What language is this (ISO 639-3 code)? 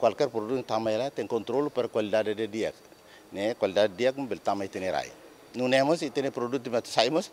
tet